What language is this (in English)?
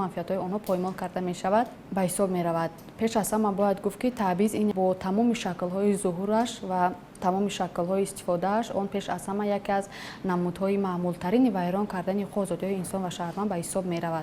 Tajik